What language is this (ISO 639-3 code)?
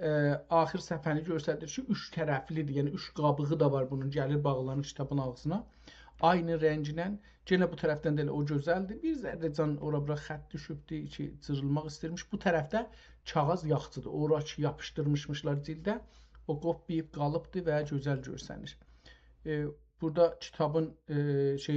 azb